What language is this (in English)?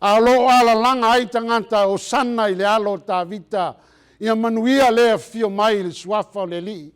Samoan